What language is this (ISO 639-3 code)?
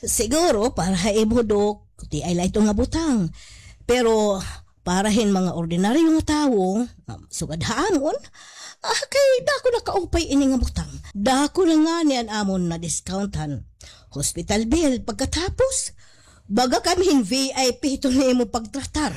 war